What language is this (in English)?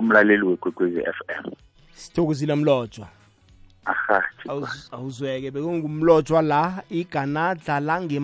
South Ndebele